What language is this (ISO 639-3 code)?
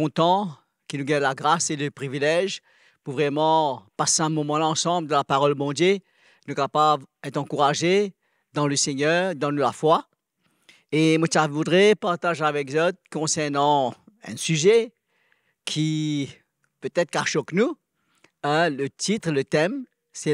mfe